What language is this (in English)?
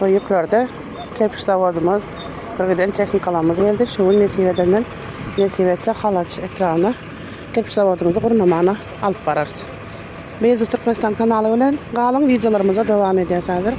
Turkmen